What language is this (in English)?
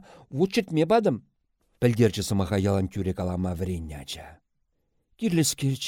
Chuvash